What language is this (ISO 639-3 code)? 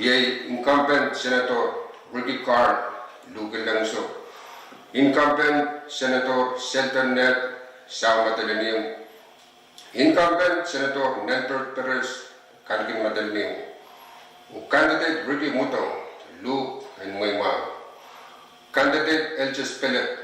pon